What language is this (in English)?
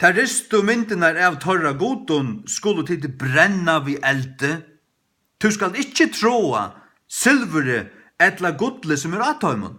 Faroese